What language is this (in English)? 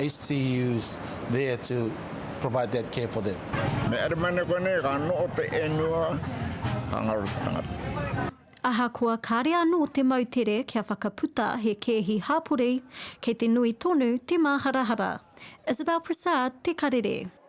Māori